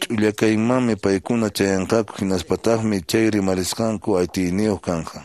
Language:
Quechua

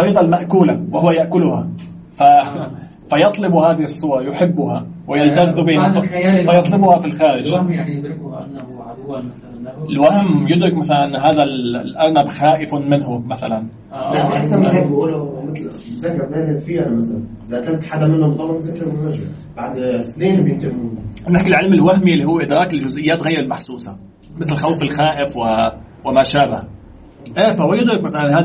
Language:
Arabic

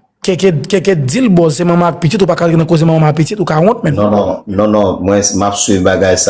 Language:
Haitian Creole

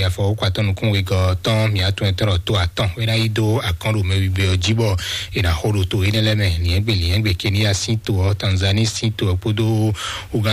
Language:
Fon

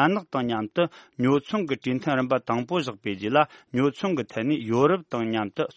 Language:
Tibetan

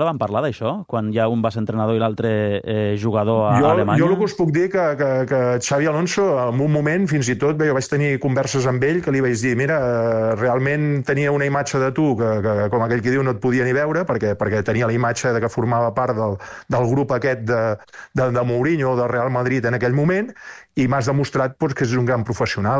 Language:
Catalan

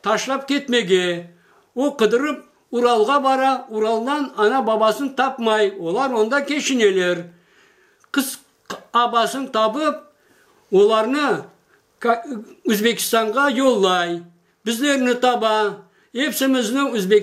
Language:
Crimean Tatar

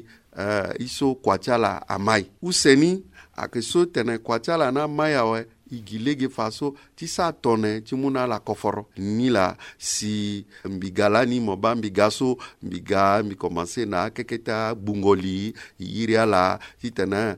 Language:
Sango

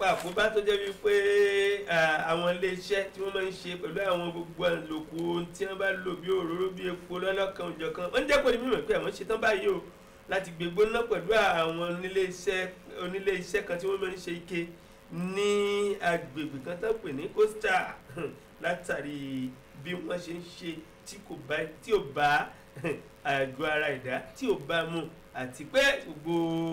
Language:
Yoruba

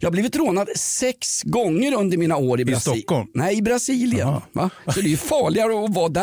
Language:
Swedish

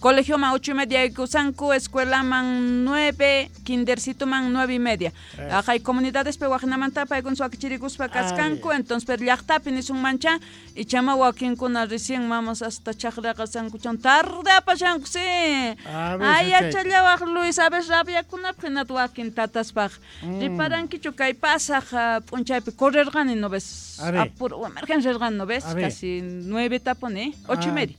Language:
Quechua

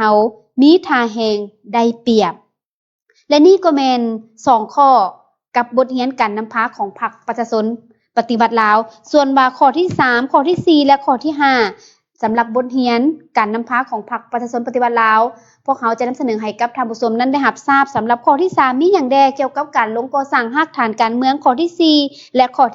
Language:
Lao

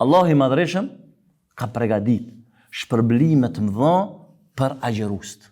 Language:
Albanian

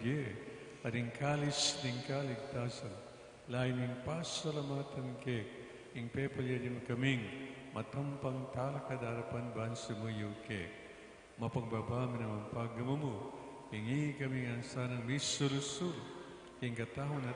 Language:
Pampanga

